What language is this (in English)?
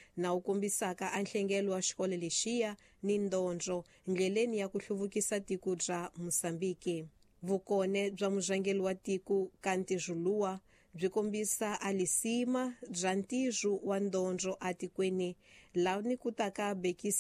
Tsonga